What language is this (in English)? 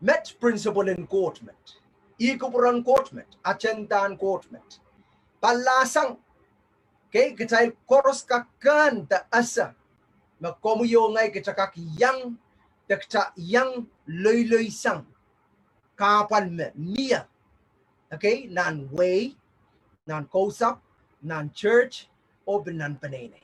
Pohnpeian